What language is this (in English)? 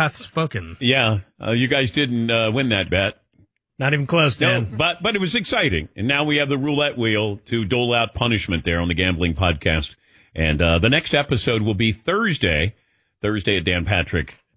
English